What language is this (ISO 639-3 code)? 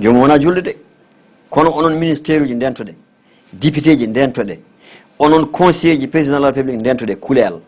ful